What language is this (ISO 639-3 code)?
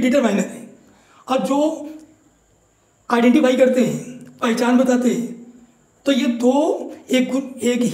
hin